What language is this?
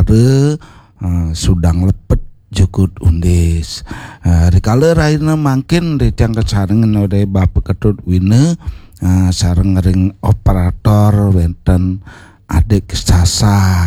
Balinese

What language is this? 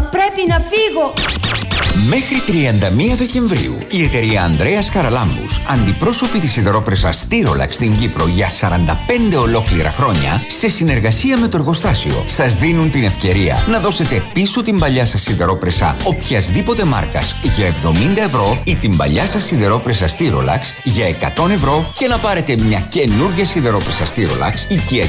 Greek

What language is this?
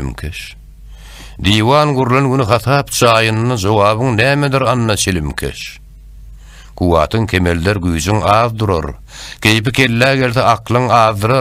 Turkmen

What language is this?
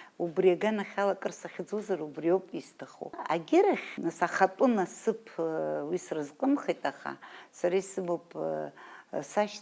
Abkhazian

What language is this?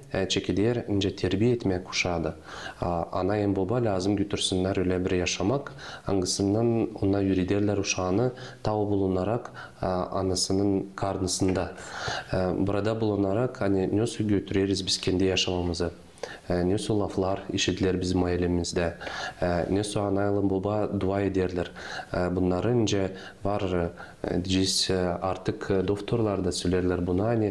Gagauz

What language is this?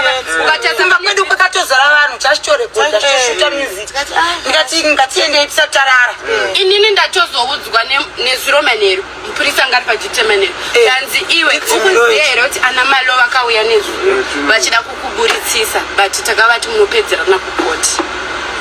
Shona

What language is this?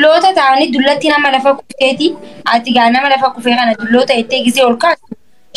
Oromo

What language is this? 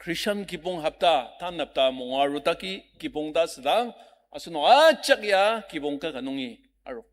Ao Naga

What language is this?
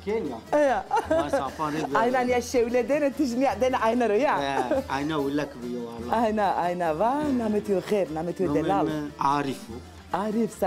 Zaza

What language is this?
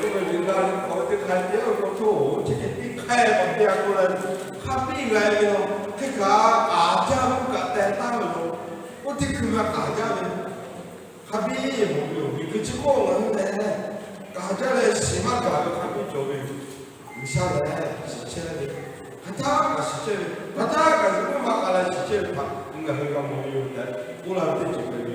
Lahu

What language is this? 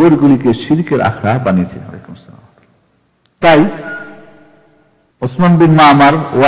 Bangla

